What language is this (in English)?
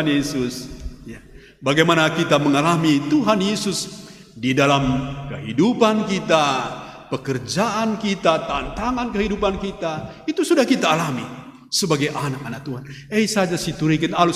Batak Karo